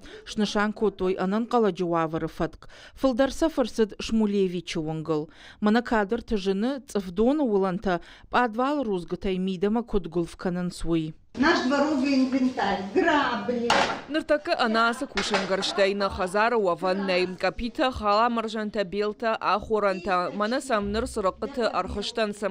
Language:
Ossetic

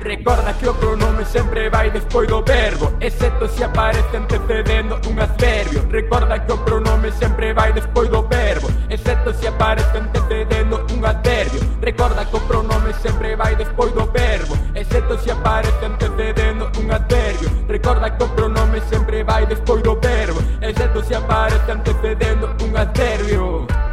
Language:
Galician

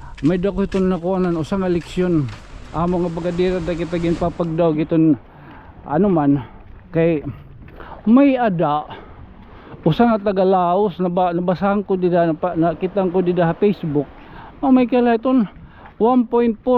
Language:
Waray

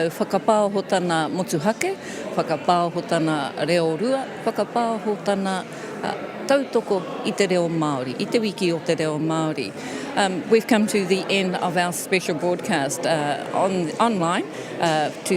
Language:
Māori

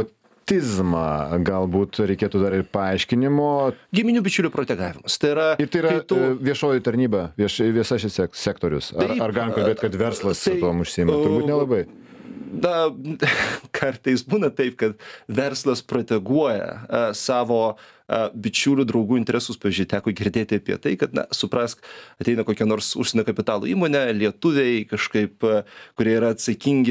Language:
Lithuanian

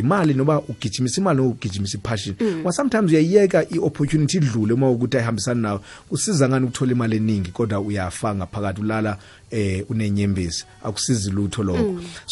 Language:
South Ndebele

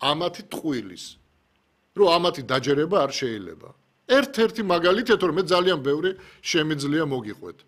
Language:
Georgian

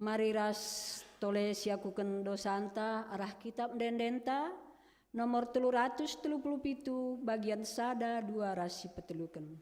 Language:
Batak Karo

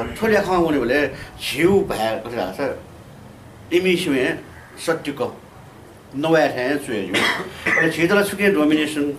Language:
Newari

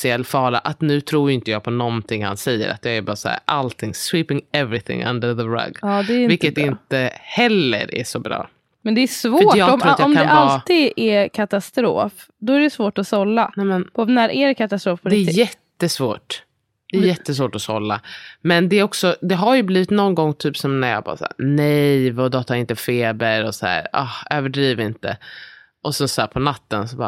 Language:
Swedish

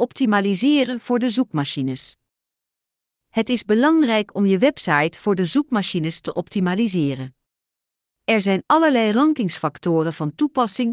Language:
Dutch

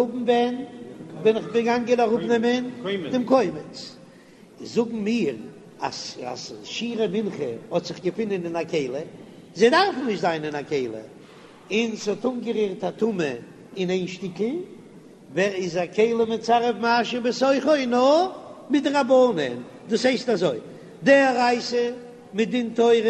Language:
Yiddish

